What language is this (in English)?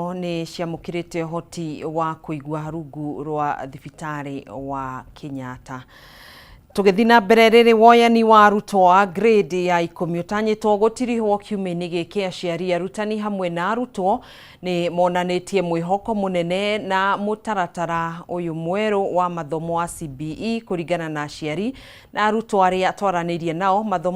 Kikuyu